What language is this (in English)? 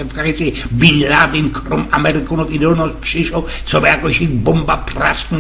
Silesian